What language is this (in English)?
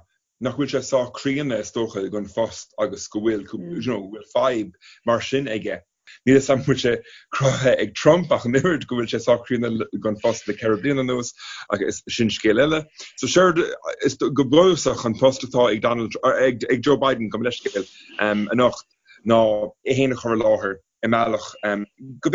Irish